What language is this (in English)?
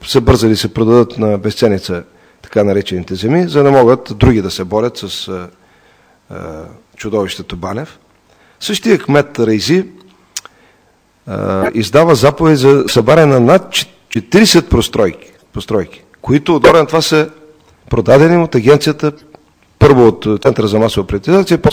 Bulgarian